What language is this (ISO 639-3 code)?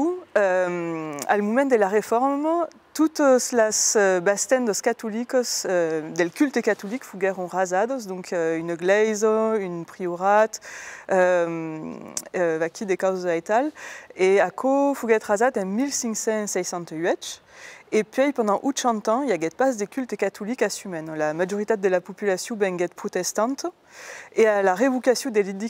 oci